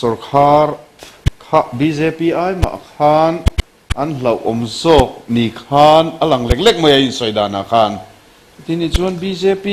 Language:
Mizo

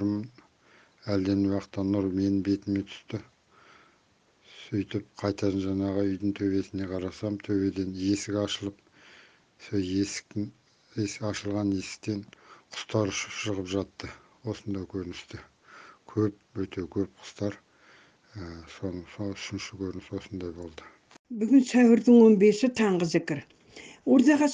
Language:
Kazakh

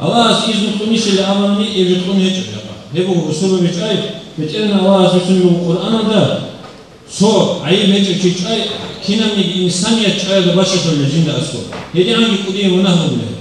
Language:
Avaric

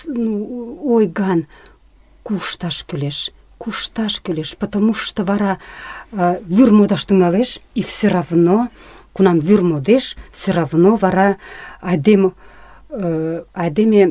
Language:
Mari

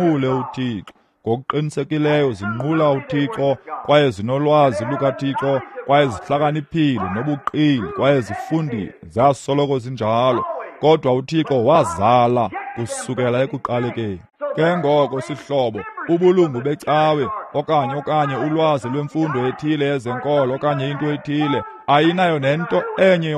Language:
Xhosa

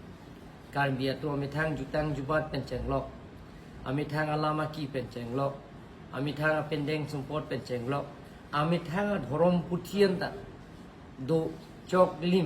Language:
Karbi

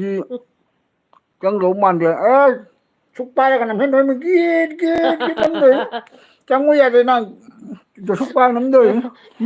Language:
Manipuri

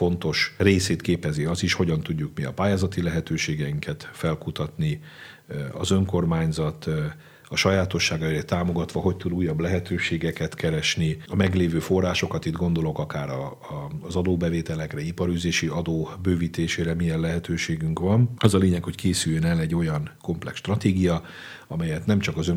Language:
Hungarian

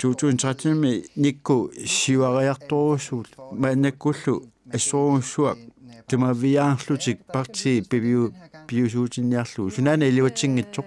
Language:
Kalaallisut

